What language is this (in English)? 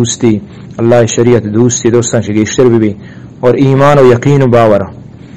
Eastern Balochi